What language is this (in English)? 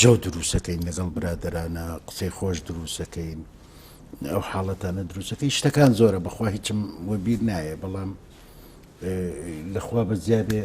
Central Kurdish